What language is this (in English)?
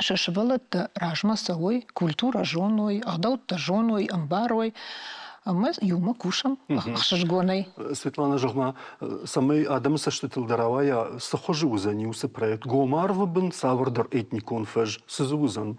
Ossetic